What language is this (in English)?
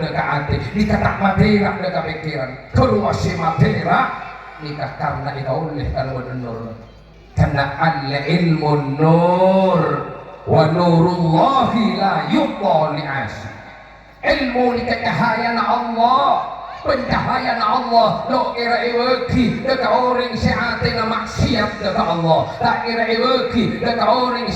Madurese